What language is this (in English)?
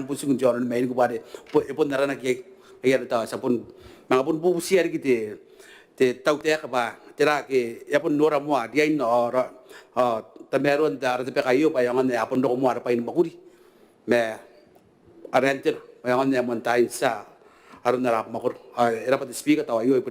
Gilbertese